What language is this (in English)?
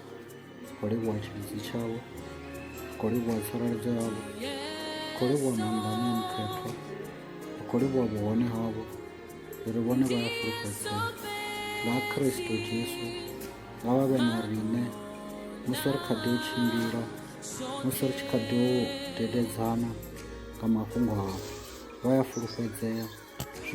Venda